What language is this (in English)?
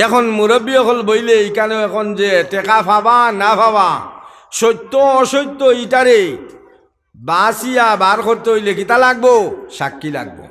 Sylheti